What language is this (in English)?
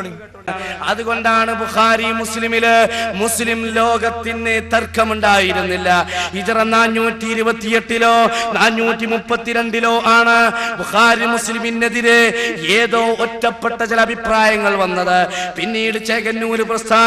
Malayalam